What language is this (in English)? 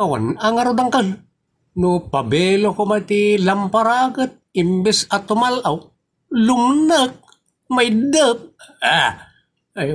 Iloko